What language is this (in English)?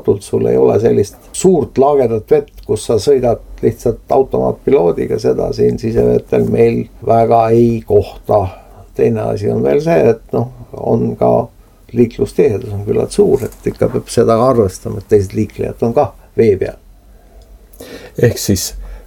Estonian